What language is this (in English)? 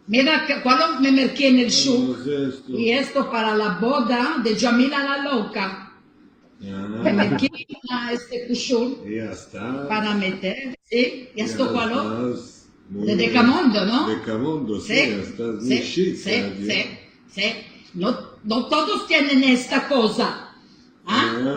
Ladino